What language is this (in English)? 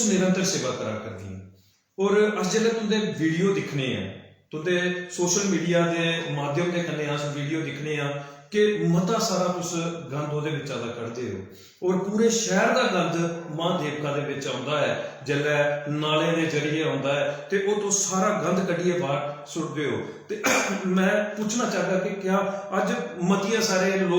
Dogri